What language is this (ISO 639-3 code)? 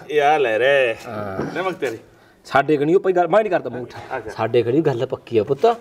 pan